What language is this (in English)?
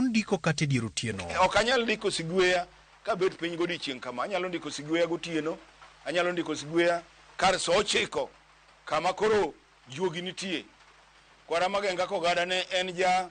Luo (Kenya and Tanzania)